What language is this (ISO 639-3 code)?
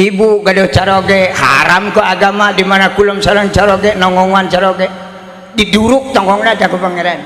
sun